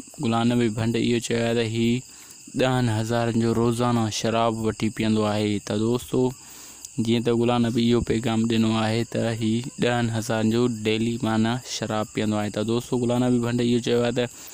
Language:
Sindhi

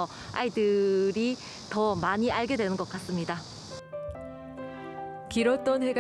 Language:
Korean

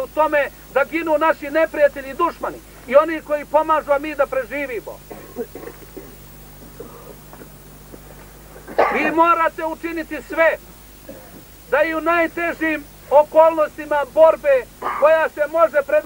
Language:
Serbian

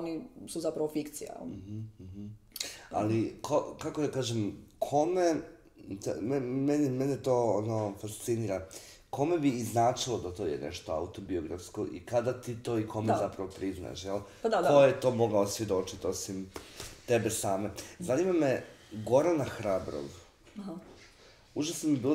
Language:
Croatian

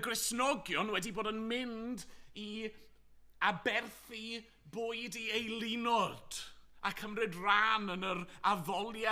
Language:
Welsh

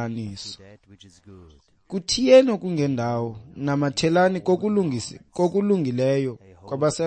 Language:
Xhosa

